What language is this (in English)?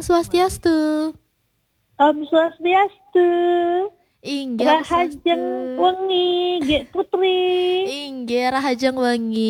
Balinese